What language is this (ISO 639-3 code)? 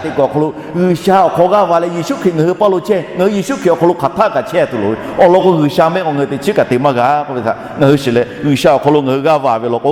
lhu